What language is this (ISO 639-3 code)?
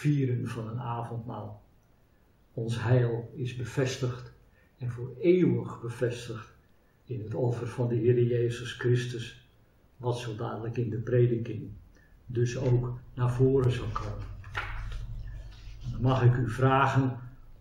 nld